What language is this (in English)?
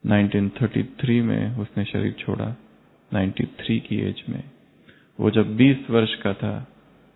Hindi